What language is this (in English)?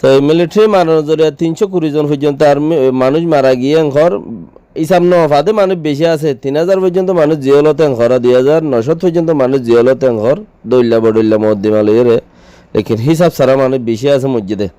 Rohingya